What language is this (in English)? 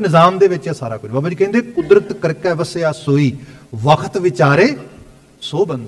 Punjabi